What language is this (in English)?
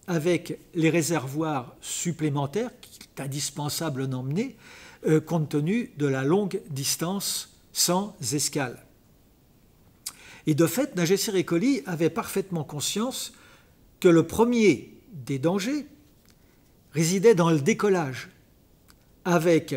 French